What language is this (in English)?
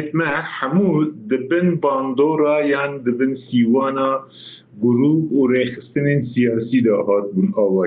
Kurdish